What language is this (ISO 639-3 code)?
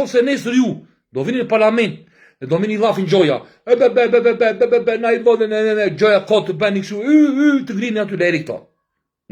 sqi